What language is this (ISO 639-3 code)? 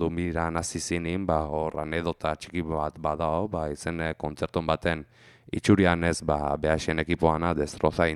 eus